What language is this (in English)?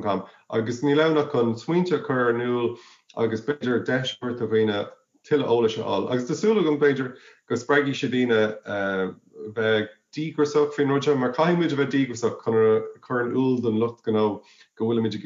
Irish